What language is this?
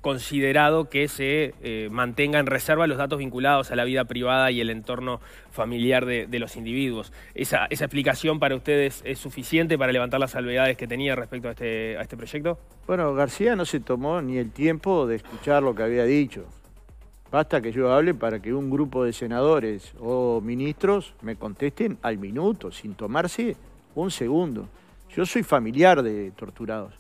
Spanish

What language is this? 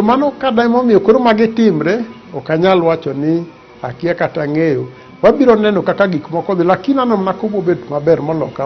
Luo (Kenya and Tanzania)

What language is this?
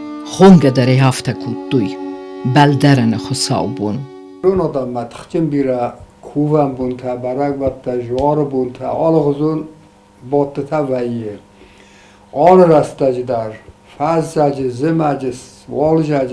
Ossetic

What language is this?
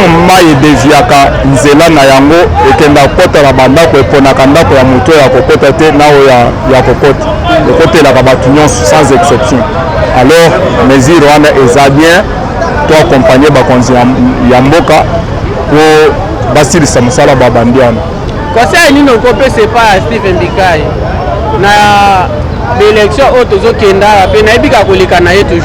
Lingala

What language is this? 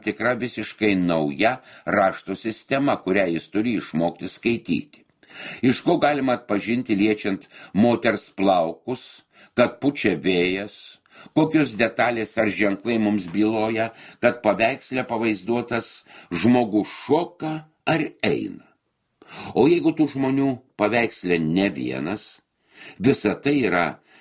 Lithuanian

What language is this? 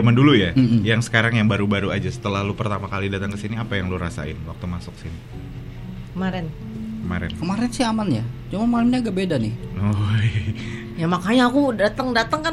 Indonesian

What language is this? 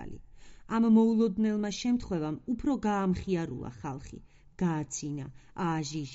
Georgian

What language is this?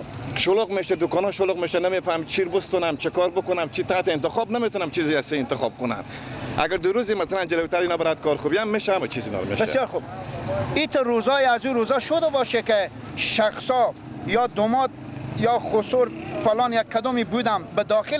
Persian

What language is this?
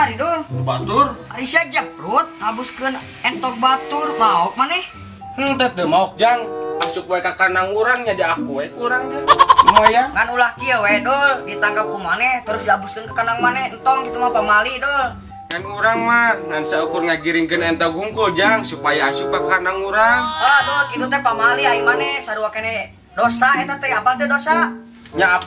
Sundanese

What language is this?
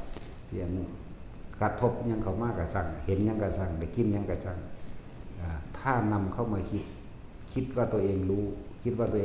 Northeastern Thai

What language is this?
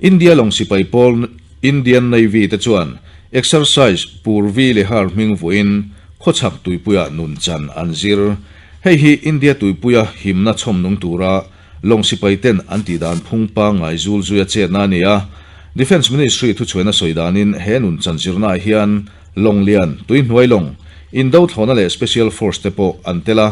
Mizo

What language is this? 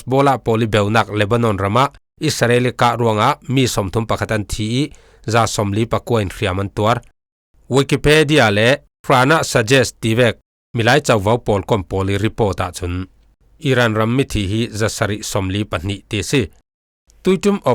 Falam Chin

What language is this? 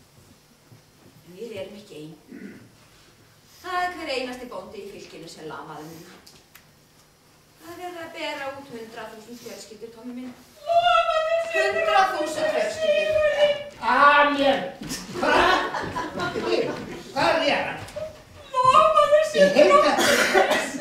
Icelandic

